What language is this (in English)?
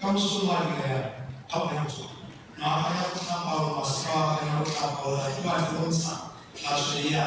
Tswana